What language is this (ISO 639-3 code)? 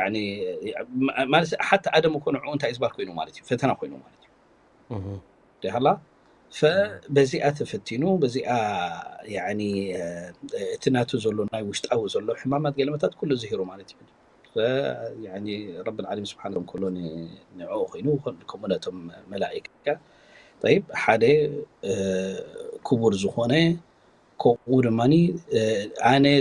tir